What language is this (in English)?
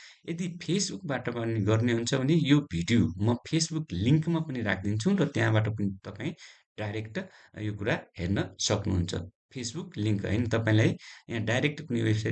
Nepali